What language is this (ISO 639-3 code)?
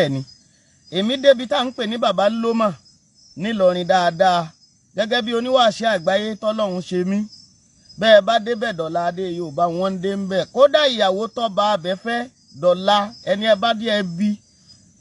yor